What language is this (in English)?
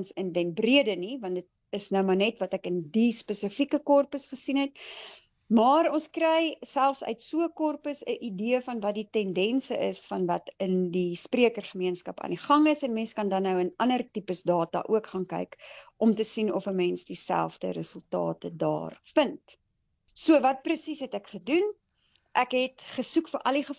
Afrikaans